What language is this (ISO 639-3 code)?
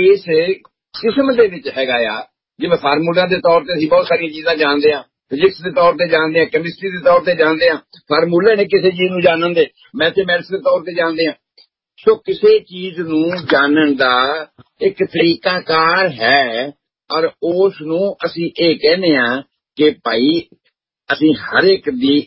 pan